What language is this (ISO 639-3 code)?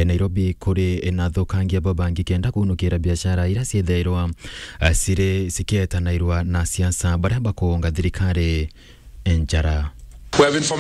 mer